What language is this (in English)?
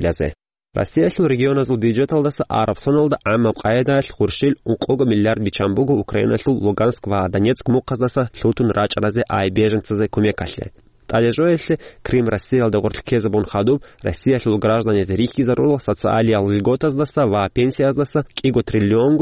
Avaric